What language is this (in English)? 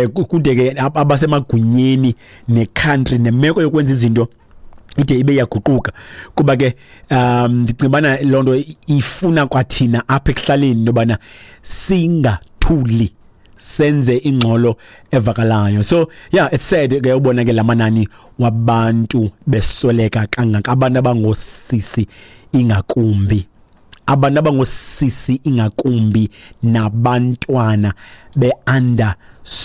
Xhosa